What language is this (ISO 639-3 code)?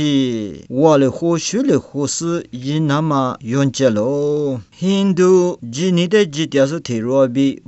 lis